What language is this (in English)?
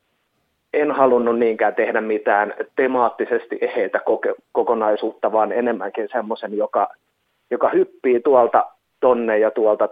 Finnish